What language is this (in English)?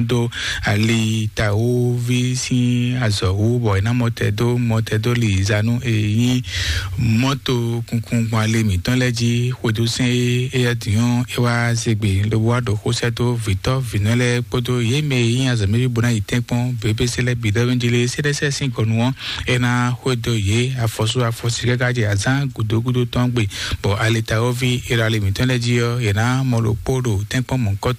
Fon